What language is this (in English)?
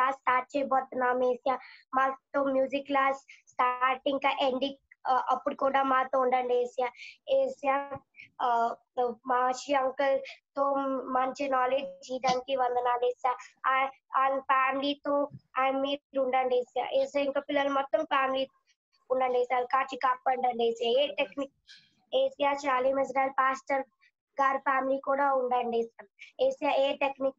Telugu